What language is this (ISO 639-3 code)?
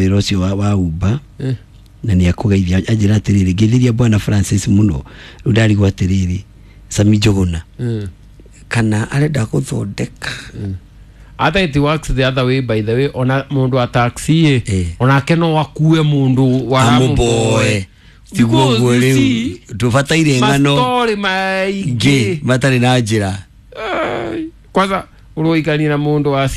kik